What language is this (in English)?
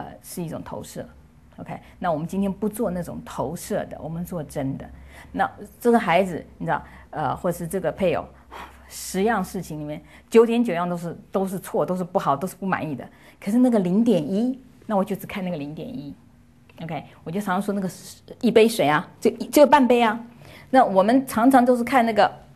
Chinese